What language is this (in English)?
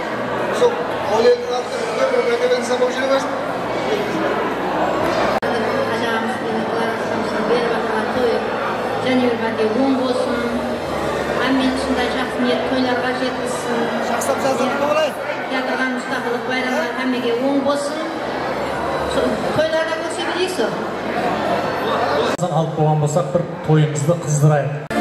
Kazakh